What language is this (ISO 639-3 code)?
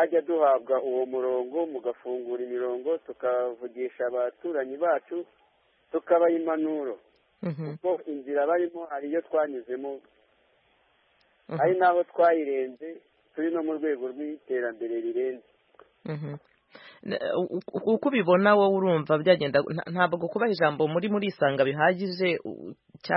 kin